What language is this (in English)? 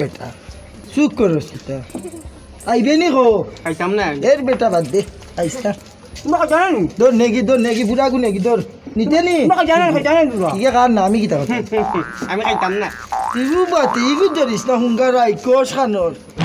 Sylheti